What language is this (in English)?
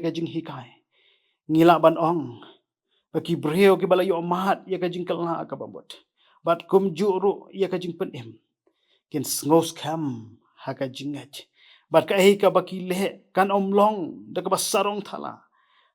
Khasi